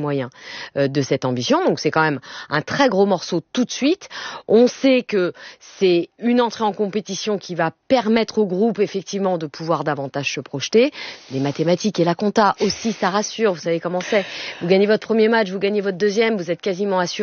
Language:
French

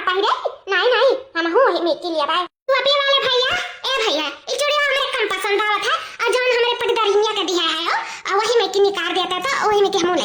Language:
Awadhi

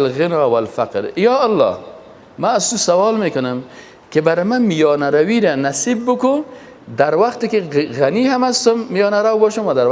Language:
Persian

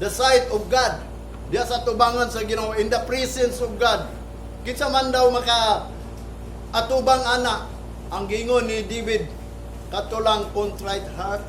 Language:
Cebuano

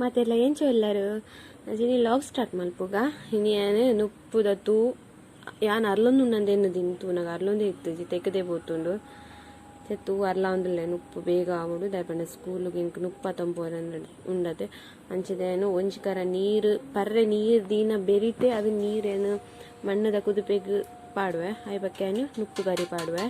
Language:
Tulu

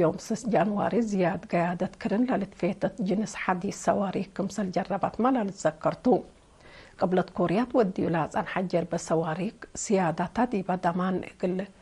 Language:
Tigre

